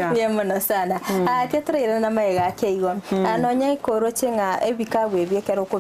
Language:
Gusii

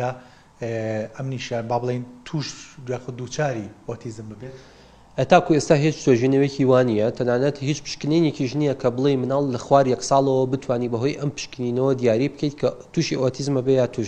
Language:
Central Kurdish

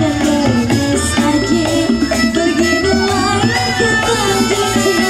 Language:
Betawi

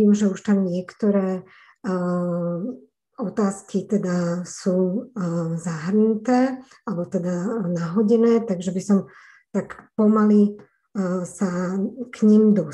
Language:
Slovak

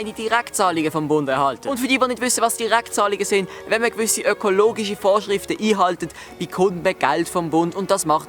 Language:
Swiss German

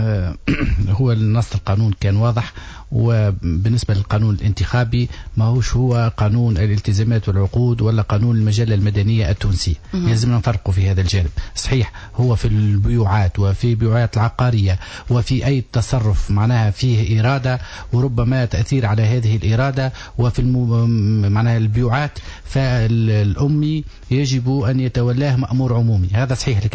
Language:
Tunisian Arabic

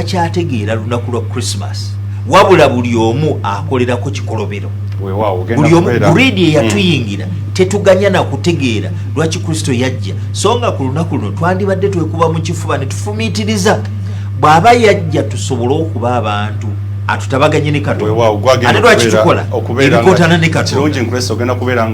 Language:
Ganda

